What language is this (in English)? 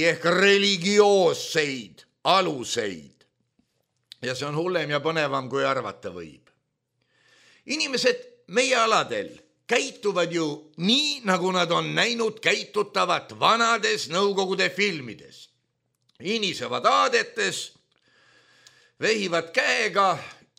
Estonian